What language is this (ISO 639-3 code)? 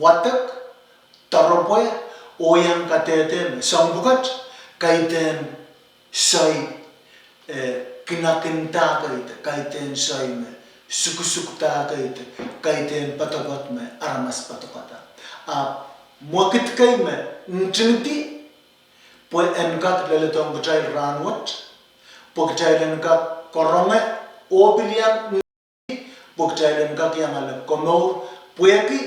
pon